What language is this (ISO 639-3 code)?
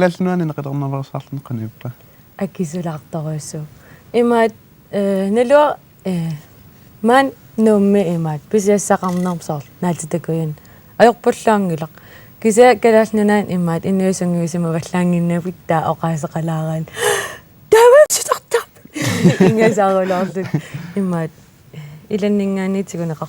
kal